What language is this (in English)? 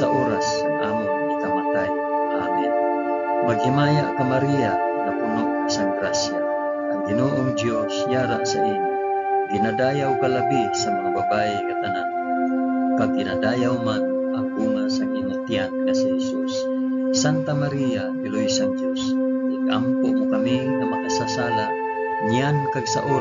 Hiligaynon